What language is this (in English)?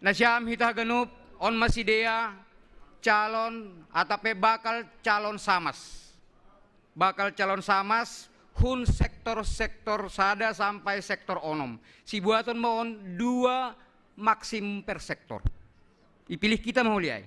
Batak Simalungun